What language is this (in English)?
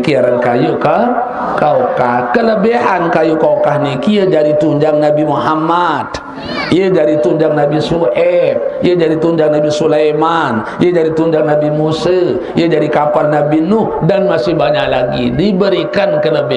Sasak